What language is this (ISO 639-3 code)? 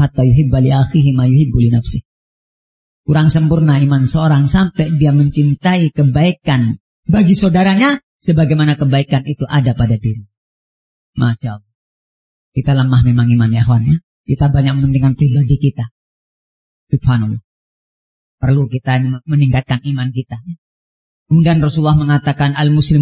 ind